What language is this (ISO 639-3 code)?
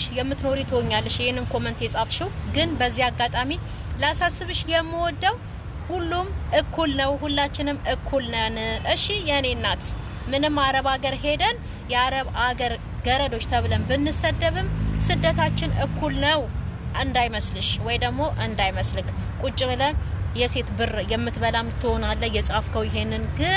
amh